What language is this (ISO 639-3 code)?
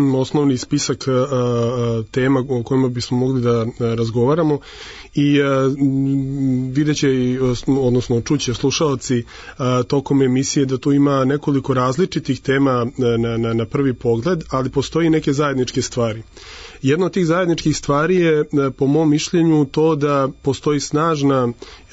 srp